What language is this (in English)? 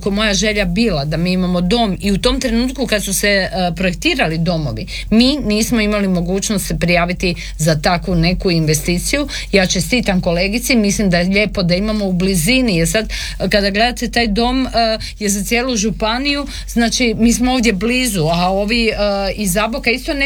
Croatian